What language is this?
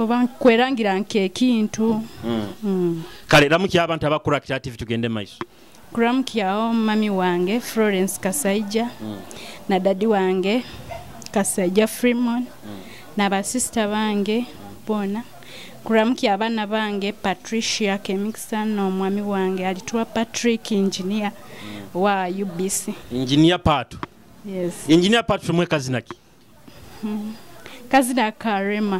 Nyoro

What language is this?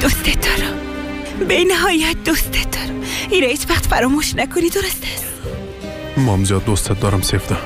Persian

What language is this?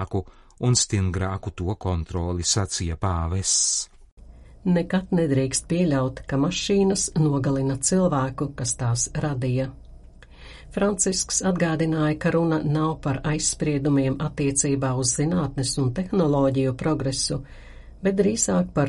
Latvian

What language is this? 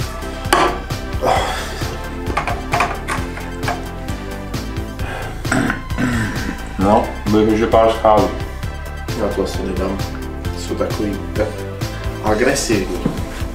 Czech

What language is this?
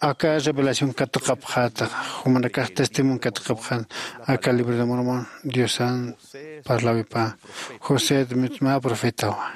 Aymara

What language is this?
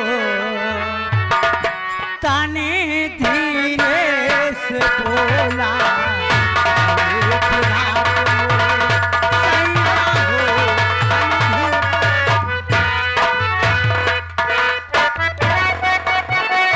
Bhojpuri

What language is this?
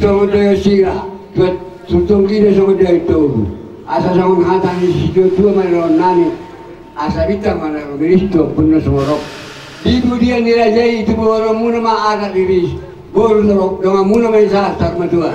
Batak Toba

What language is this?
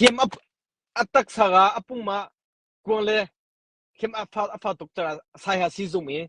Hakha Chin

